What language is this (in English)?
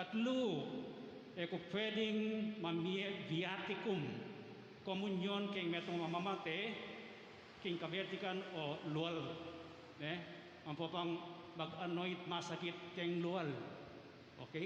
Pampanga